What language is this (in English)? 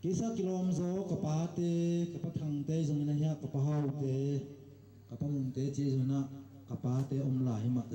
Tedim Chin